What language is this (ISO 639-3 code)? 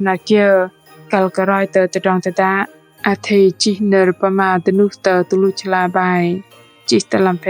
bdq